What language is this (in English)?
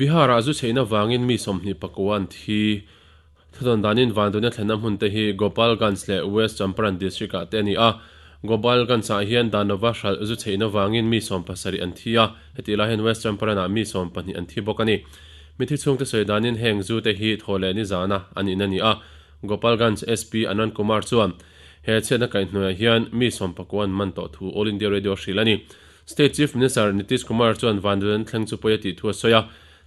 Mizo